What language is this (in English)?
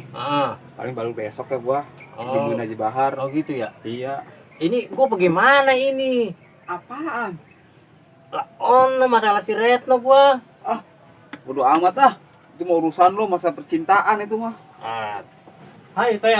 Betawi